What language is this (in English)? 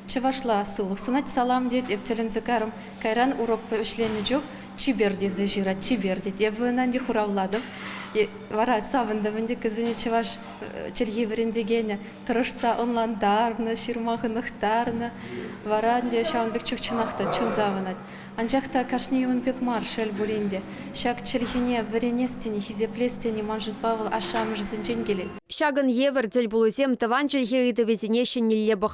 Chuvash